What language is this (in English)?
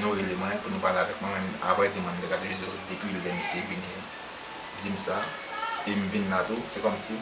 Haitian Creole